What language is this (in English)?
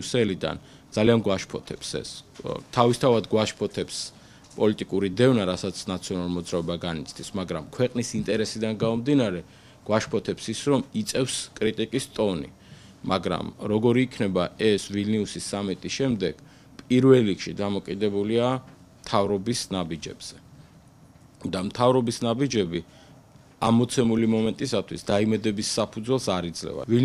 Georgian